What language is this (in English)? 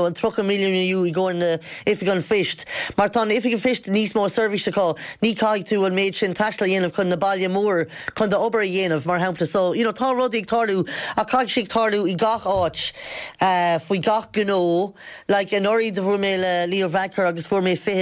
Irish